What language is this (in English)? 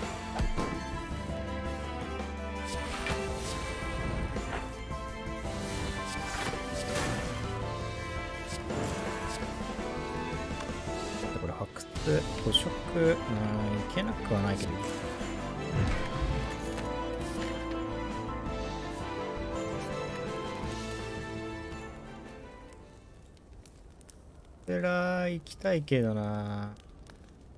Japanese